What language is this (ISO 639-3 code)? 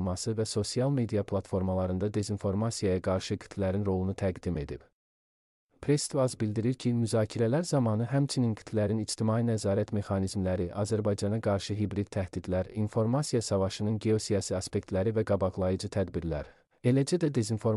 aze